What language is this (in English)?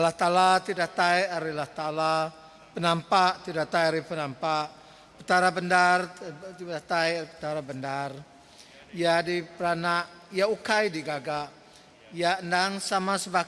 Iban